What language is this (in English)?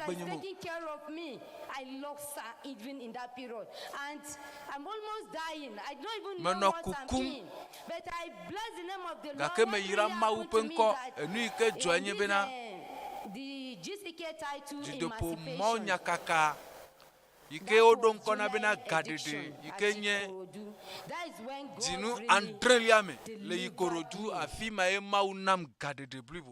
Ewe